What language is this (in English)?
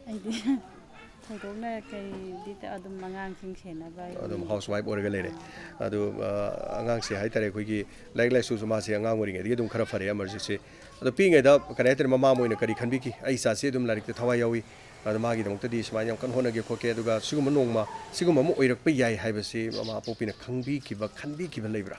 Manipuri